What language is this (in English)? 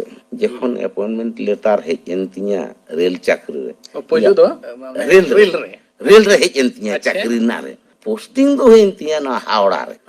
Santali